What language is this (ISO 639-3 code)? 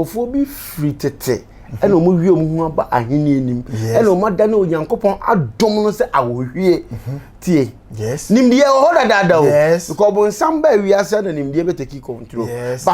aka